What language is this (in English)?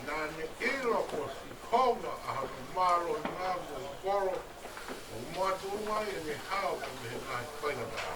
Tongan